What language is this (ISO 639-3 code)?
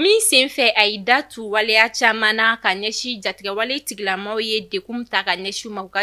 bam